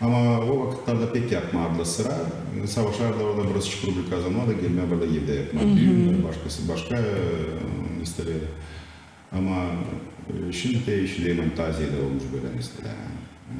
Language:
Gagauz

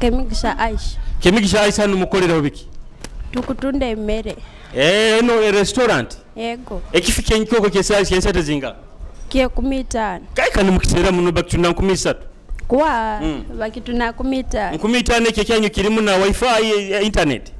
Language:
Nyoro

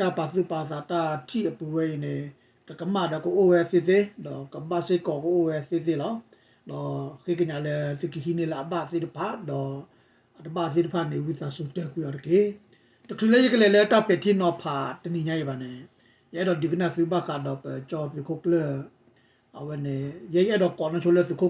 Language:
S'gaw Karen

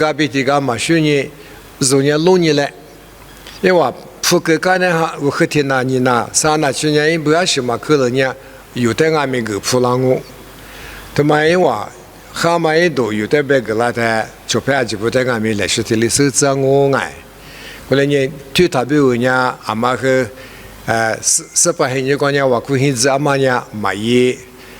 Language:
Lisu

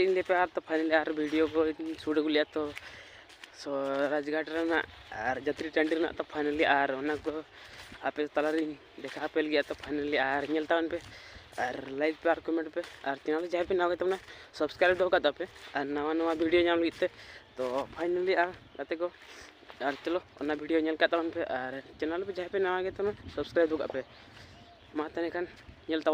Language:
Santali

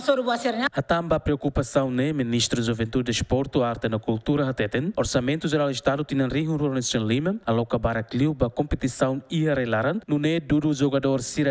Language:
Tetum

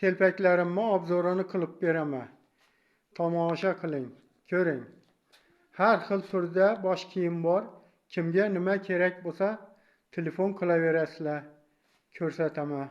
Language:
Uzbek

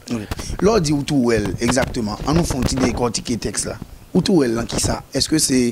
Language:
Haitian Creole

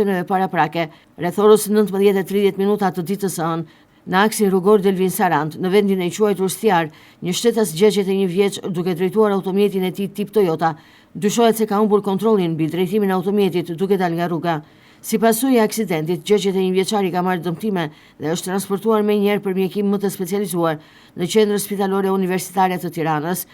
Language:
Albanian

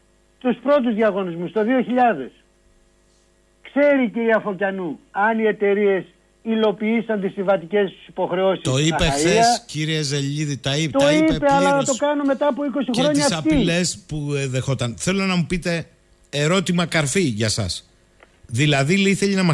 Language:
Greek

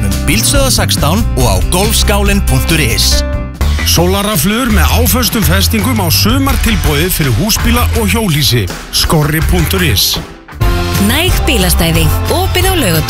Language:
Icelandic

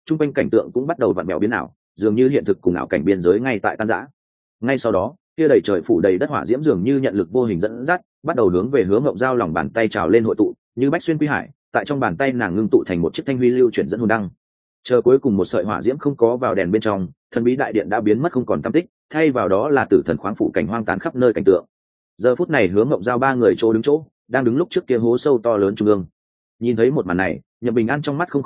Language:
Vietnamese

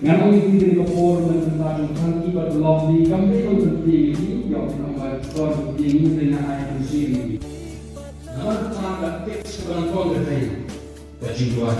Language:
Khasi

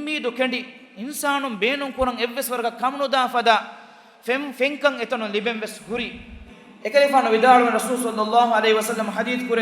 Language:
Divehi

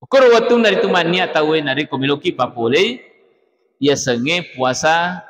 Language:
Buginese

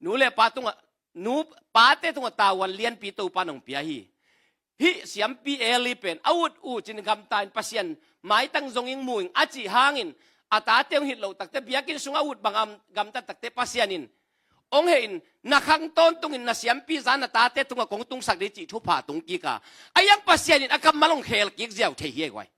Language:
Tedim Chin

